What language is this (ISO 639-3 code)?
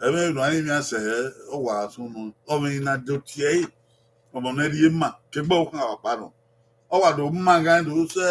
bin